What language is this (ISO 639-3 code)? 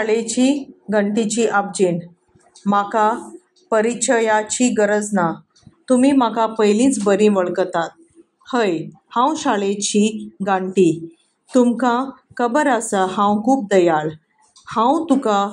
kok